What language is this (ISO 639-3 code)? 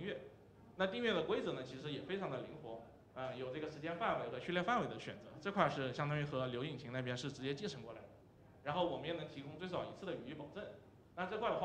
zho